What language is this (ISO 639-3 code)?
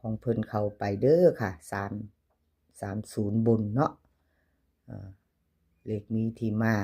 tts